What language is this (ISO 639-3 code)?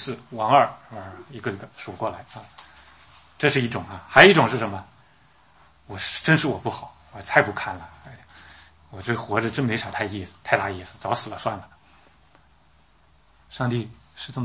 zho